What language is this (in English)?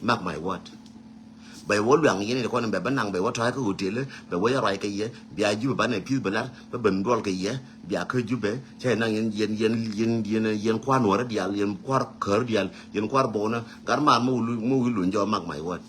Nuer